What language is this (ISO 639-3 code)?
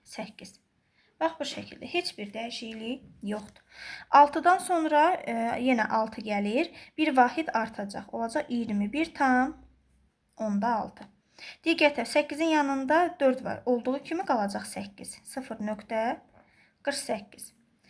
aze